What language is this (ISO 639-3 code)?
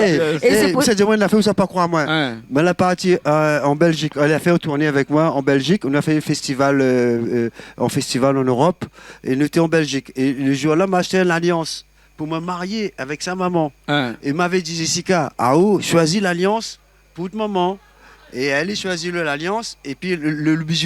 rcf